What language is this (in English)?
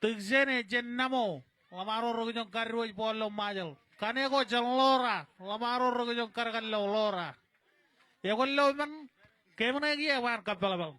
Marshallese